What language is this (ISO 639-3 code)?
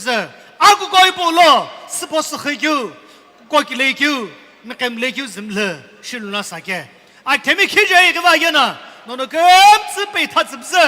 nsm